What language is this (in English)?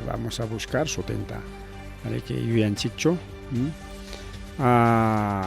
Ayacucho Quechua